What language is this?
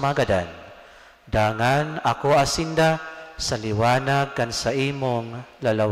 Bikol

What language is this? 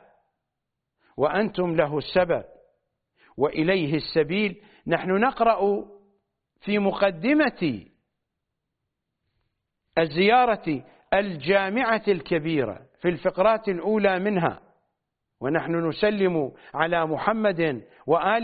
Arabic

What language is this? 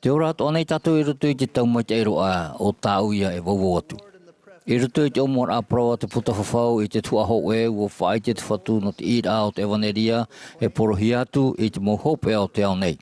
Tahitian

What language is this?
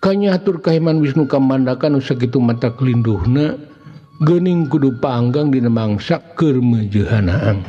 Sundanese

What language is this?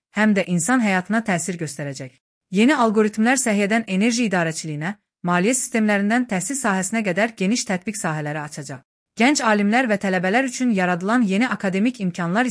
Azerbaijani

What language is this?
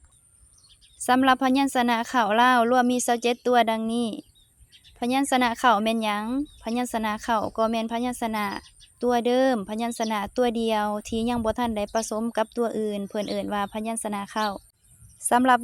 Lao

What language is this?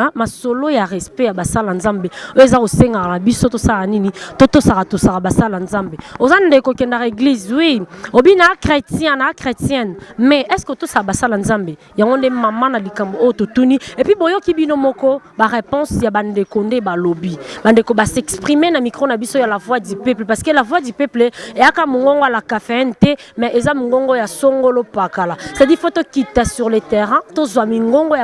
Lingala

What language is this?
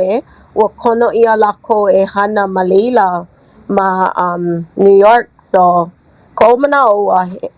Hawaiian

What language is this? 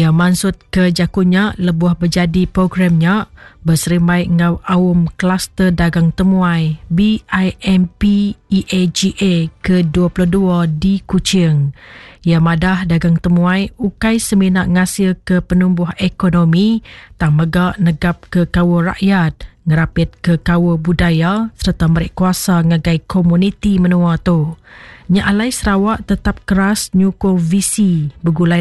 Iban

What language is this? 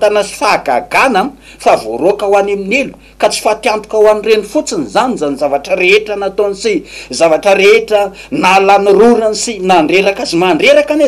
Malagasy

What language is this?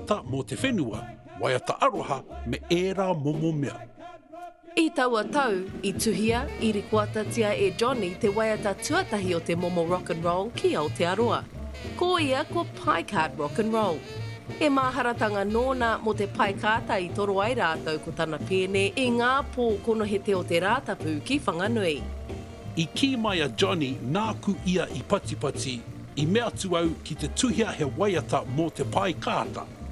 Māori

